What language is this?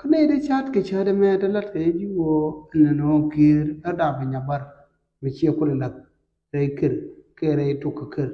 Nuer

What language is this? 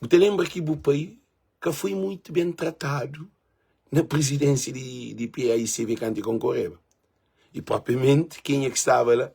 Kabuverdianu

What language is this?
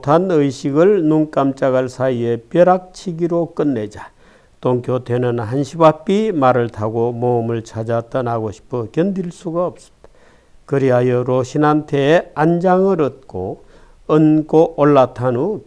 Korean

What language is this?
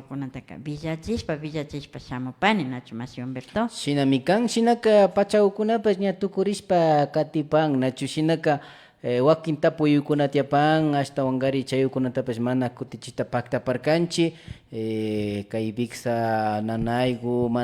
Imbabura Highland Quichua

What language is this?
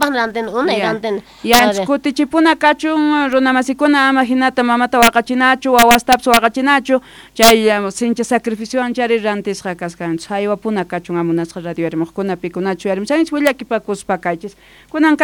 South Bolivian Quechua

